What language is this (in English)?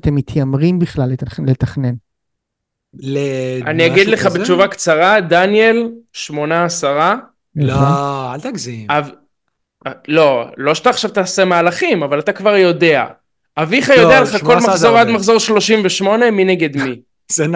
Hebrew